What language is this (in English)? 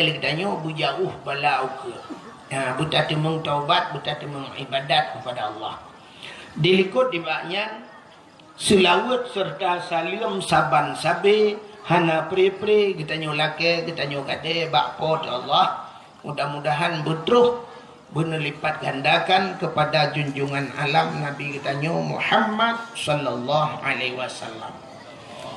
Achinese